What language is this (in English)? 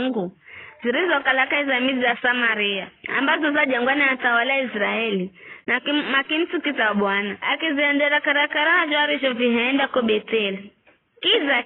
Giryama